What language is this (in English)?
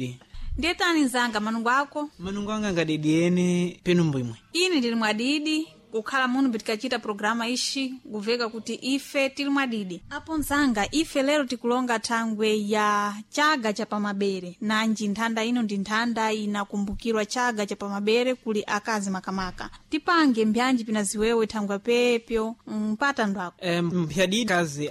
Sena